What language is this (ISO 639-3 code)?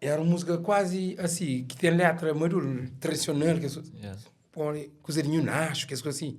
kea